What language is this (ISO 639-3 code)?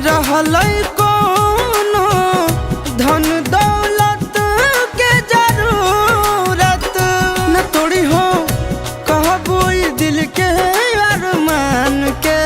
mag